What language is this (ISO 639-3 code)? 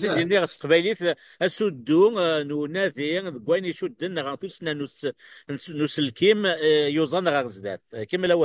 kab